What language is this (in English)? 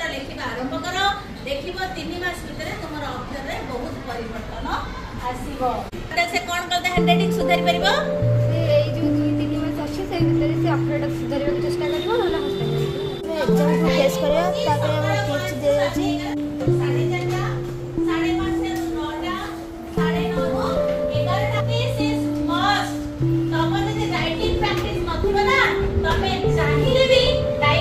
Odia